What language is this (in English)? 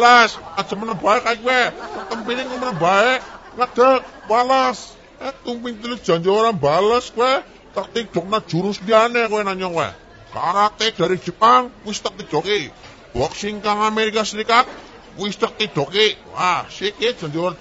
Javanese